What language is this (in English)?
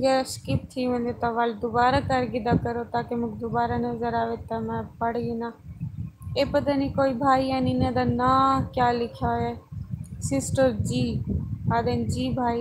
Saraiki